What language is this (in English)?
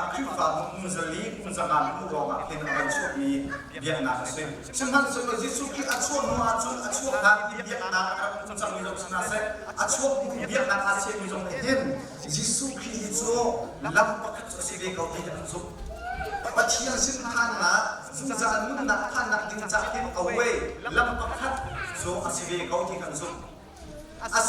Hakha Chin